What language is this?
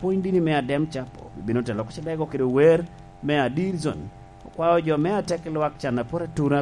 Lango (Uganda)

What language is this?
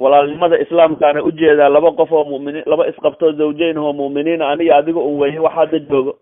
Somali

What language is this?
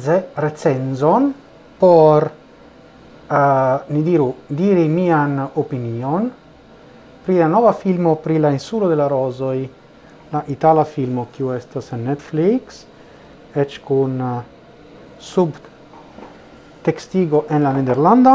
Esperanto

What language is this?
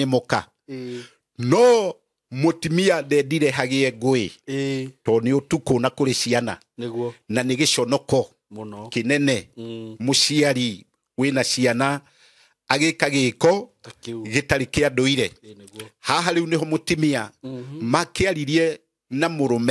Kikuyu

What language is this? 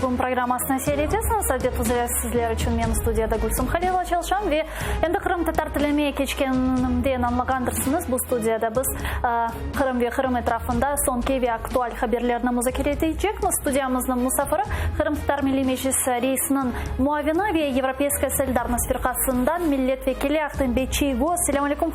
Crimean Tatar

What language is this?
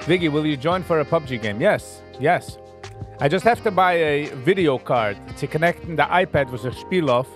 Yiddish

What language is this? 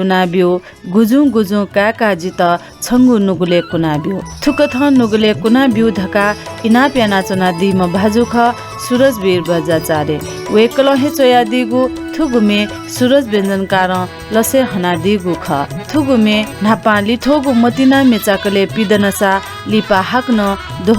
Newari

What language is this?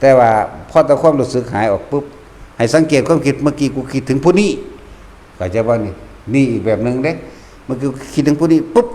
Northeastern Thai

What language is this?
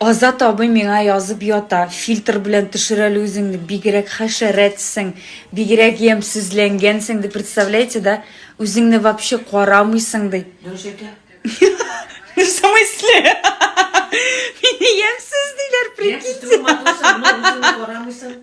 Tatar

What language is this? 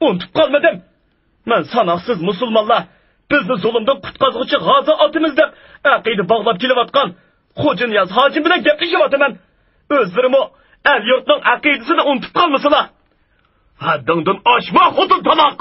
Uyghur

